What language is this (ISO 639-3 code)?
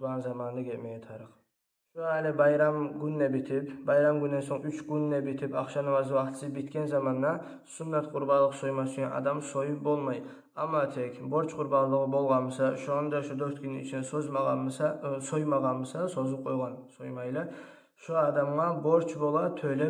kum